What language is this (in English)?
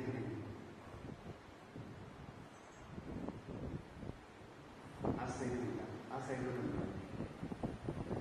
Malayalam